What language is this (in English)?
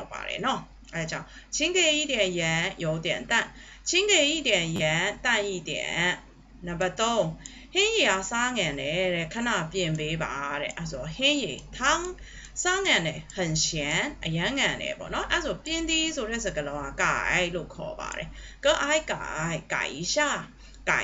Burmese